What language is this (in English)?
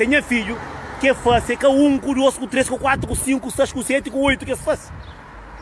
Kabuverdianu